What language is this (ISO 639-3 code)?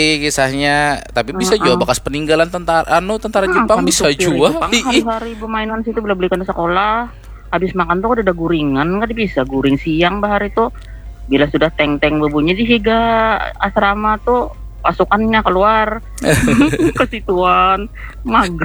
bjn